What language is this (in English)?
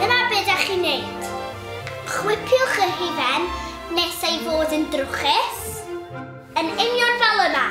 Welsh